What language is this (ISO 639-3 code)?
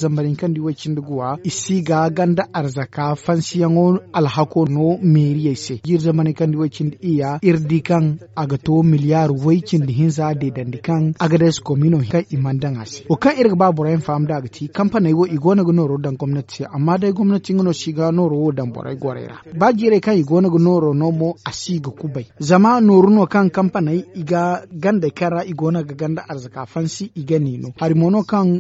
dje